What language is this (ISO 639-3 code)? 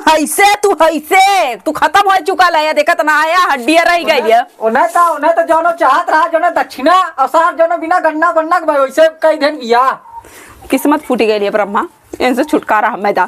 awa